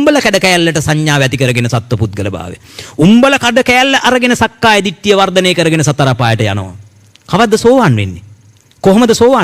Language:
Sinhala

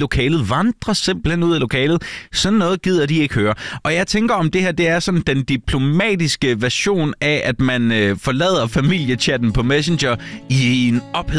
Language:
Danish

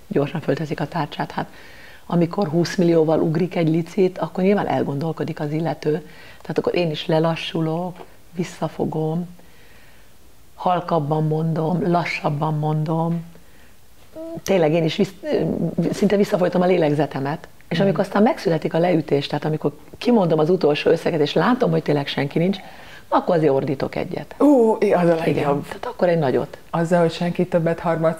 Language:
Hungarian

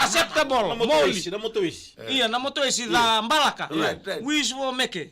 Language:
Fijian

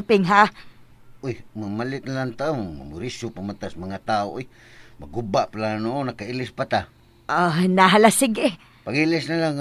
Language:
Cebuano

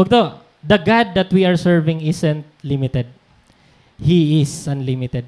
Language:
Waray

